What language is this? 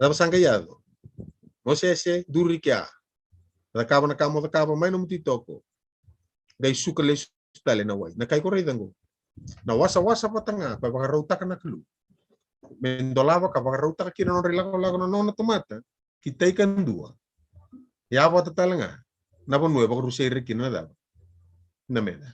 Fijian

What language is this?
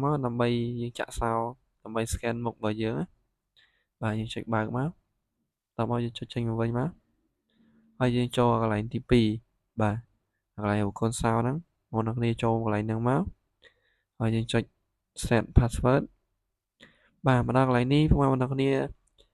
Khmer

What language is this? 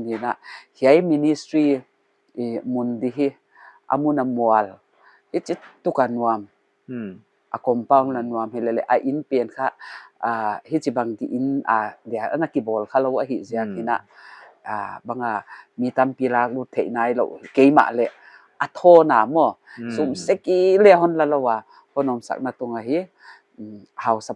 Paite Chin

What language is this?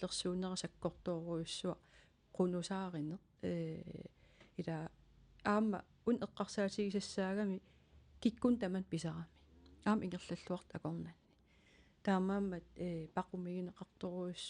Kalaallisut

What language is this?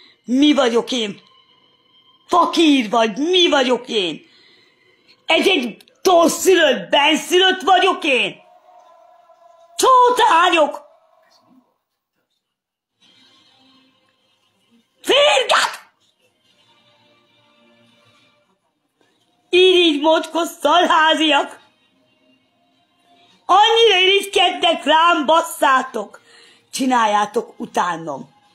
Hungarian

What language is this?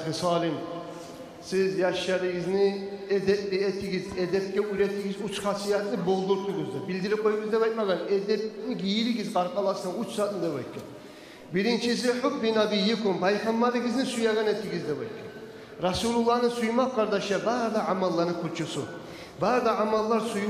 Kumyk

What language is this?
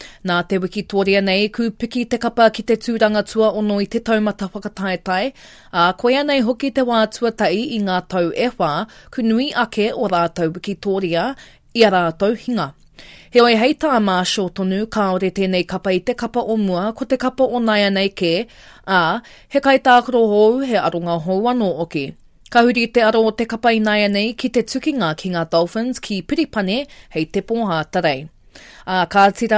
Māori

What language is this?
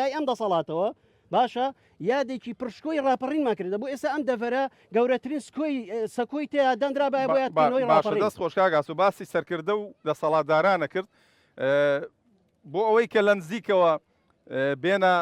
Central Kurdish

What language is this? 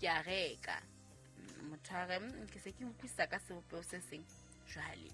Southern Sotho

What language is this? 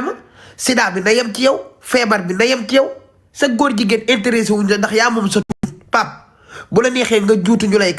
Wolof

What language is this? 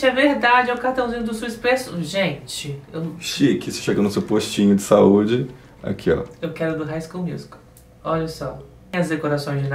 Portuguese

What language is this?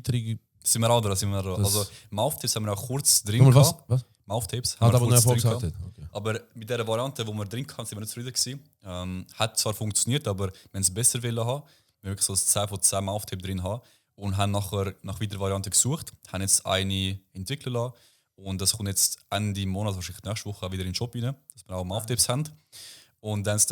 Swiss German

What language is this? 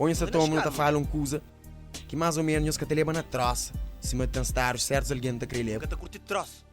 Kabuverdianu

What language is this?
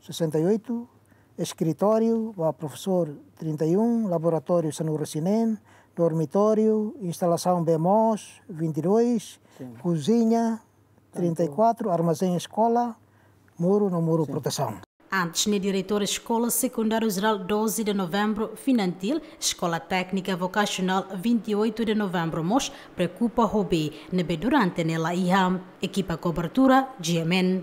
Tetum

